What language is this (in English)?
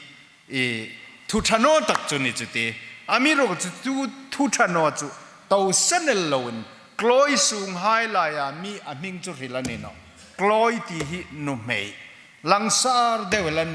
Hmar